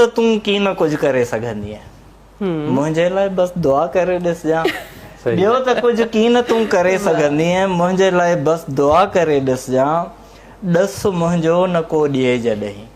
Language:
Sindhi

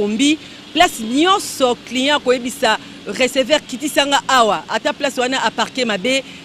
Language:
Lingala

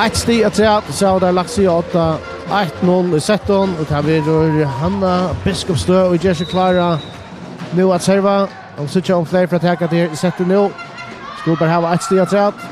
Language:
Faroese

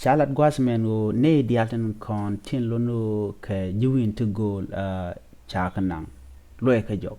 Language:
Nuer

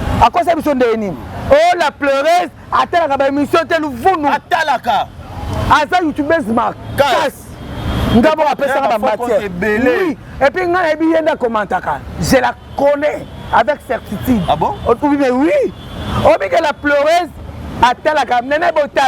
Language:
Lingala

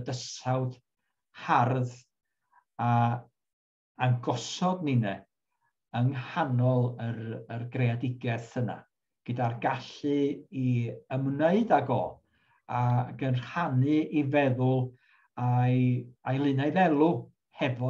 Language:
Welsh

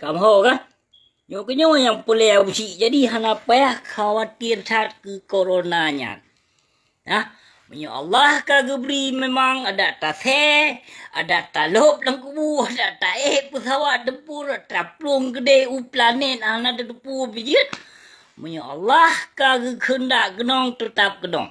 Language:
Achinese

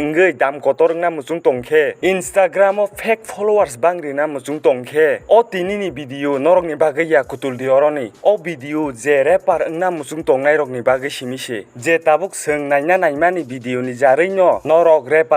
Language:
Kok Borok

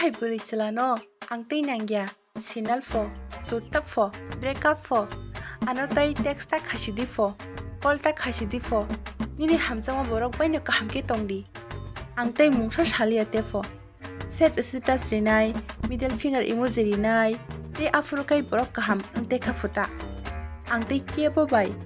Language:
Kok Borok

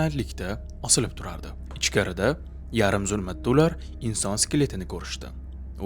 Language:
Uzbek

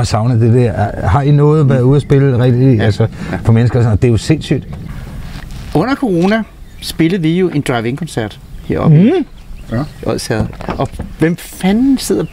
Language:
Danish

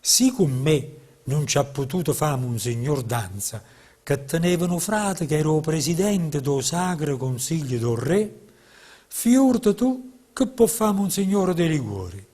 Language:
Neapolitan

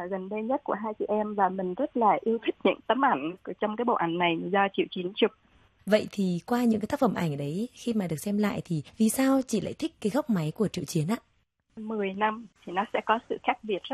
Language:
Vietnamese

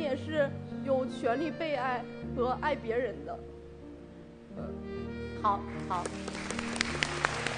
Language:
Chinese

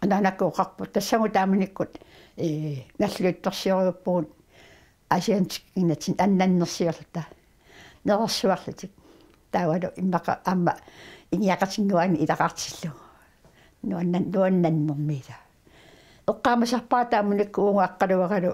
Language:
Kalaallisut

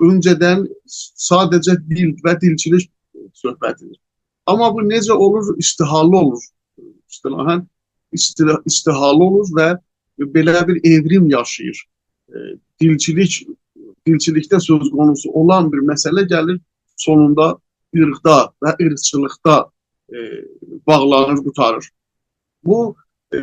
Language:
South Azerbaijani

